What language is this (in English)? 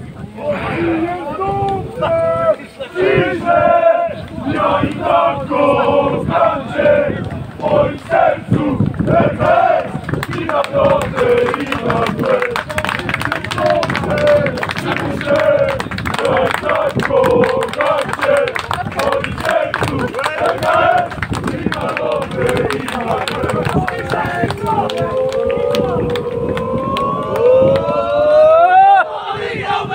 Polish